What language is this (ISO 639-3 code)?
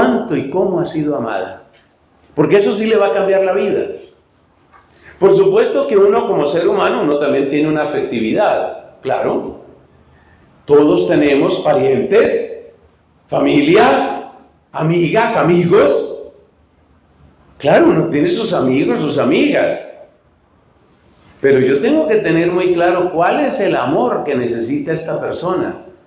spa